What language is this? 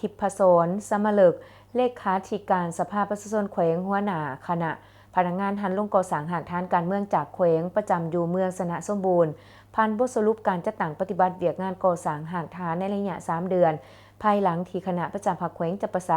Lao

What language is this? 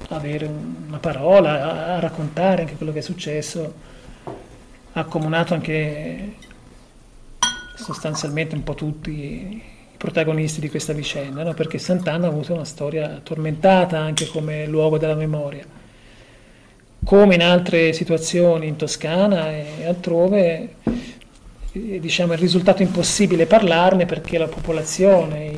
Italian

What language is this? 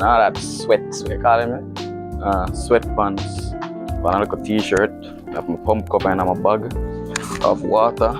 Jamaican Creole English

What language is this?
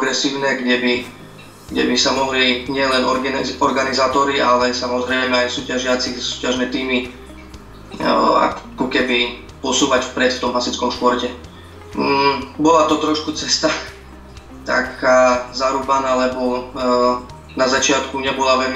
Slovak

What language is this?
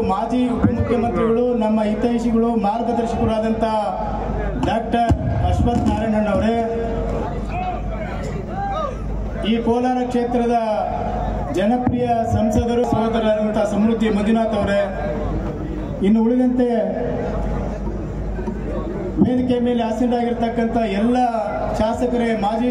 Kannada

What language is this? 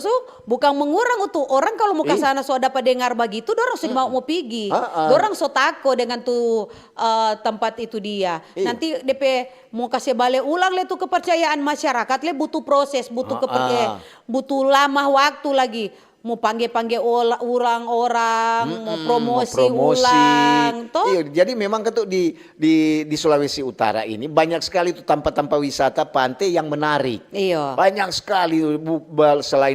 Manado Malay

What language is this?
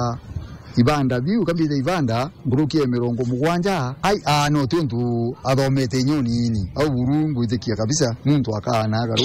Meru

